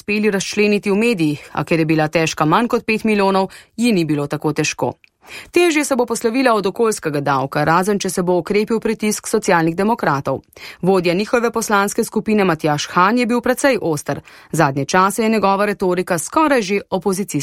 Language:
Slovenian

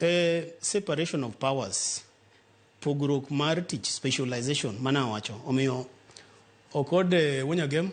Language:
Luo (Kenya and Tanzania)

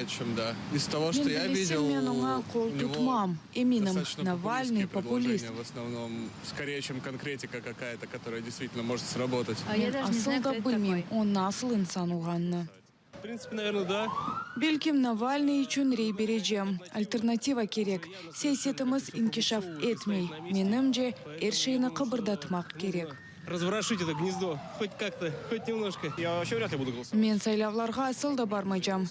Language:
Crimean Tatar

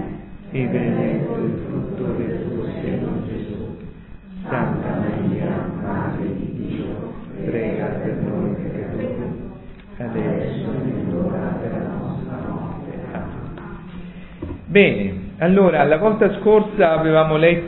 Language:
Italian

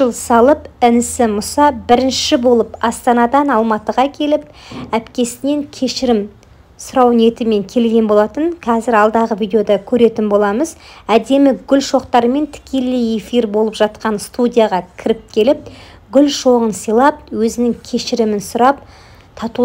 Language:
Kazakh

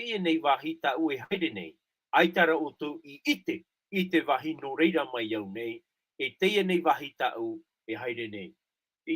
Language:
Tahitian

